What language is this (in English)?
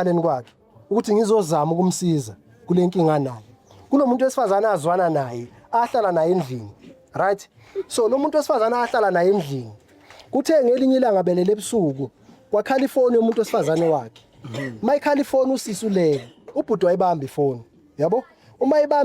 Zulu